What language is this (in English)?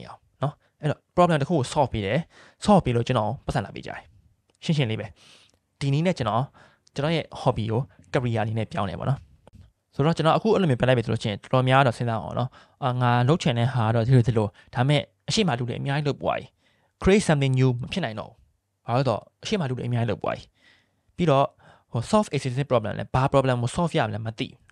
Burmese